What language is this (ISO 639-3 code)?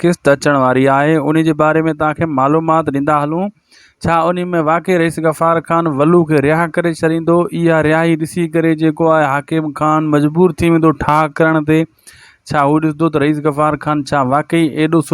snd